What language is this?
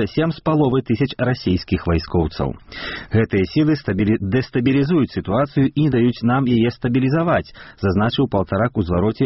Belarusian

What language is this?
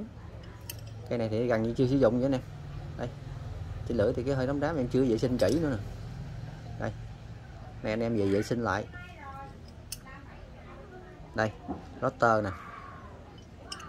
Vietnamese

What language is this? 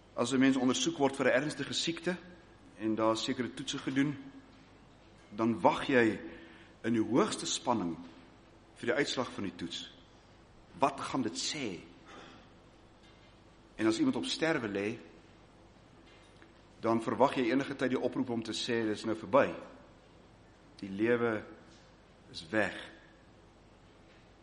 Afrikaans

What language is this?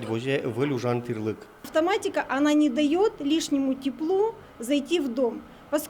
Udmurt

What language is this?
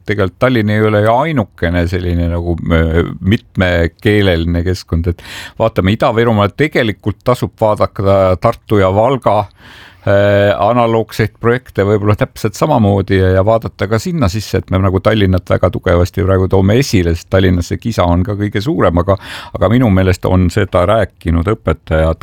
Estonian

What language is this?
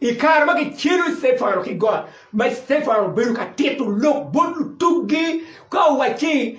Acoli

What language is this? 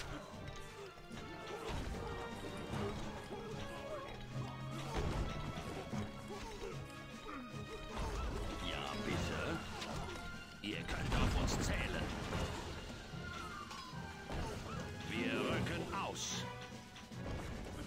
German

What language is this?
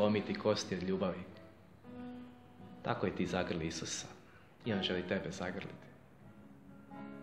Croatian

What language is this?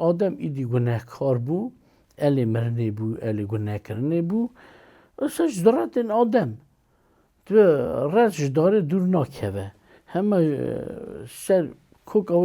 Kurdish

